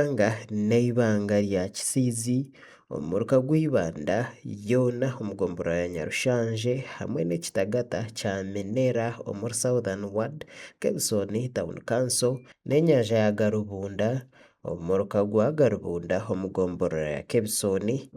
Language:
Nyankole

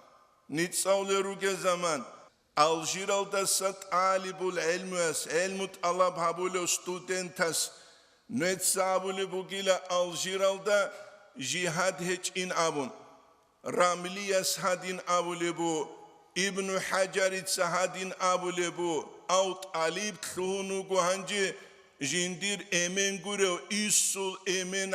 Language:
Avaric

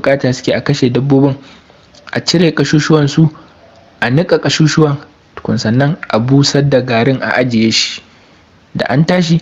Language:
Hausa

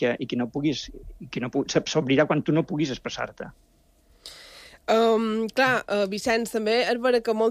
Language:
Catalan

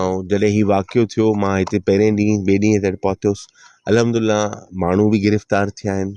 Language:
Sindhi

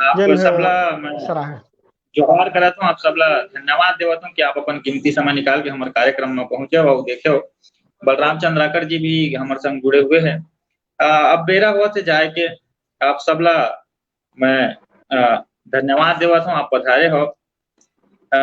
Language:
Chhattisgarhi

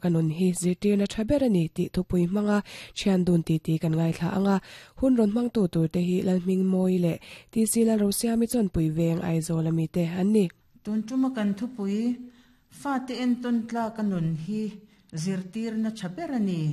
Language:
Mizo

